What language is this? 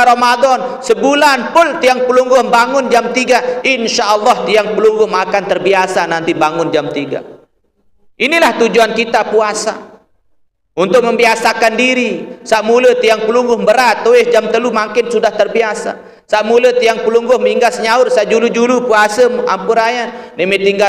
Sasak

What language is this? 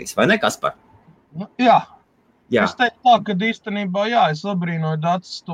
Latvian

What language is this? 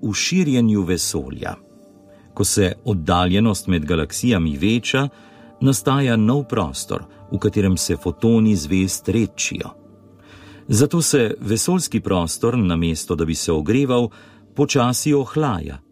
Slovenian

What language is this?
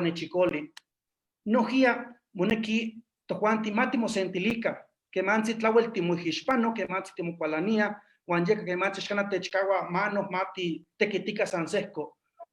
Eastern Huasteca Nahuatl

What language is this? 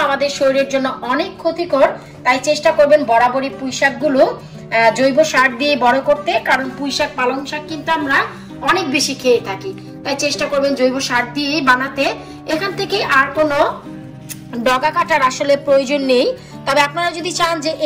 Bangla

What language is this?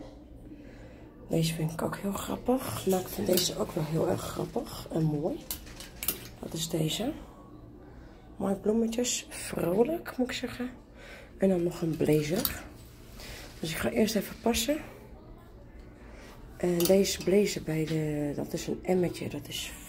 Dutch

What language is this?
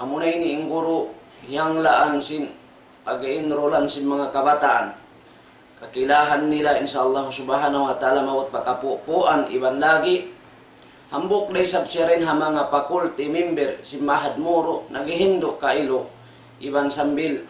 Tausug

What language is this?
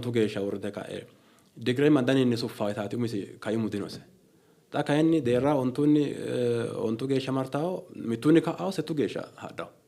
Sidamo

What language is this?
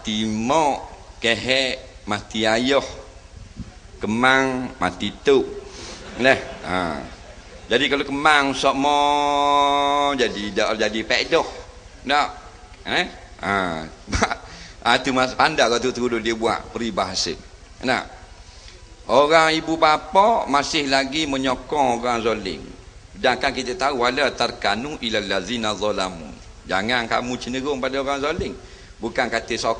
Malay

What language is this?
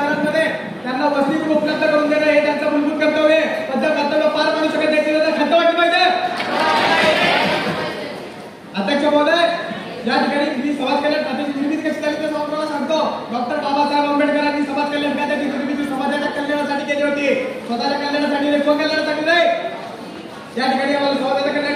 Marathi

